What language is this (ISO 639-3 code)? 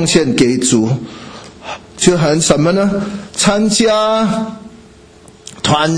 zho